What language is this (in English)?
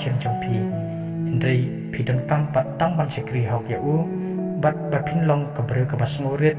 Khasi